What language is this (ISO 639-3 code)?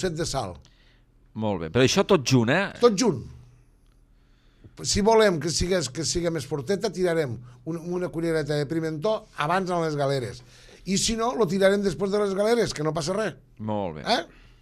cat